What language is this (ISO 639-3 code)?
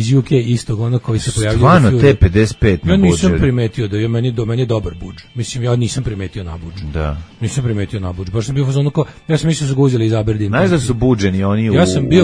srp